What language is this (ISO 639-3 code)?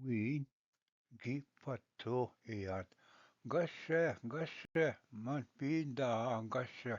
oji